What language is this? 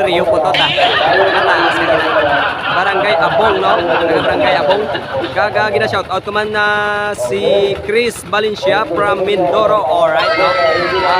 Hiligaynon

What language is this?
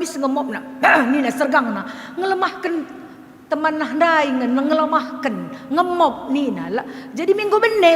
Batak Karo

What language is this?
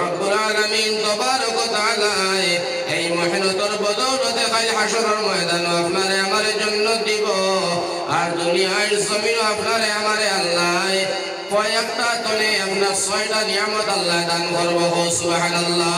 Sylheti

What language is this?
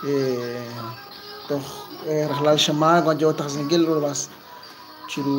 Kekchí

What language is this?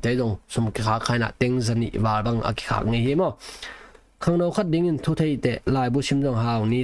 Tedim Chin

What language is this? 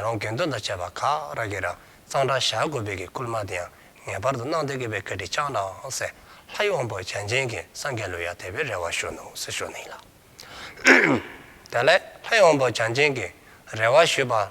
Dzongkha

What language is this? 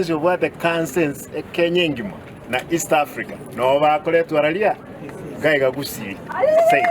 Gusii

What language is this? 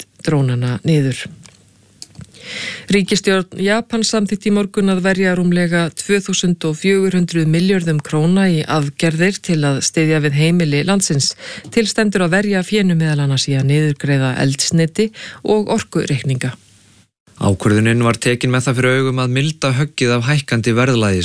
Icelandic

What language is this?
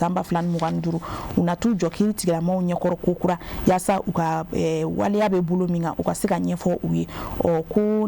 Bambara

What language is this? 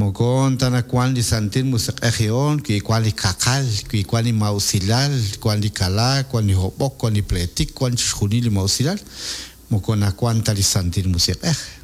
Kekchí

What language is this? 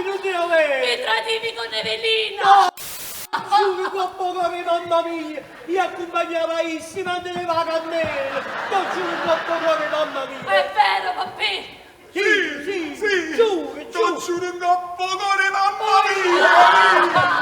Neapolitan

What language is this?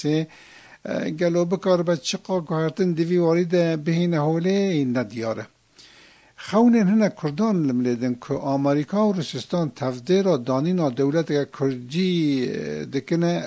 Kurdish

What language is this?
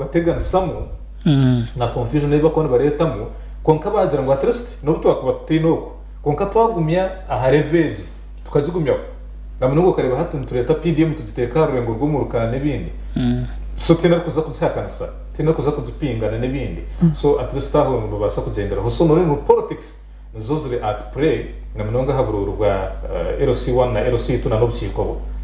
Nyankole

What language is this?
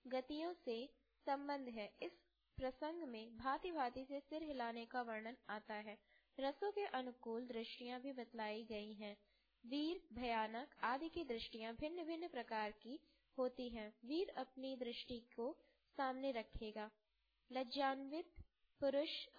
Hindi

